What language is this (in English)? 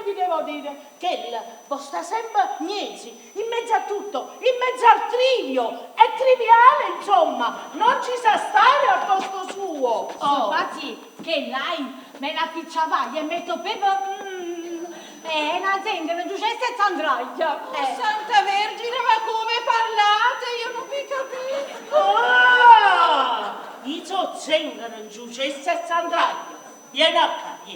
Neapolitan